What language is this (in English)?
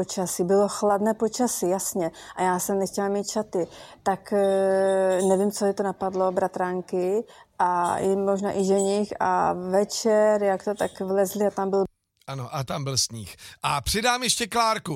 Czech